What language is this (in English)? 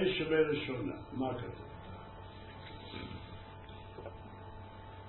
Hebrew